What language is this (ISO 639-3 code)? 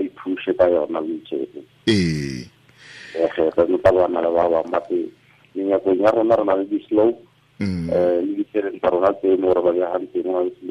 tsn